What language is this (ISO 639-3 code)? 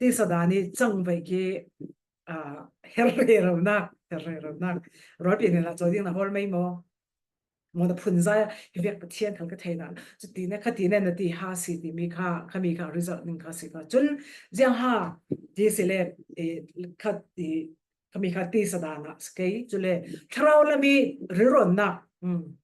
cfm